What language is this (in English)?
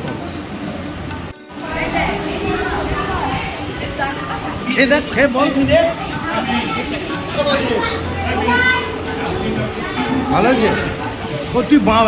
Bangla